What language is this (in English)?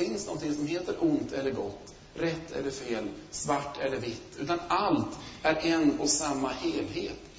Swedish